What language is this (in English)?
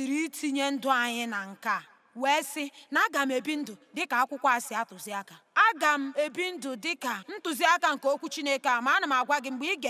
Igbo